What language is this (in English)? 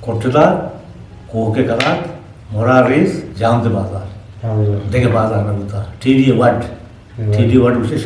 Eastern Balochi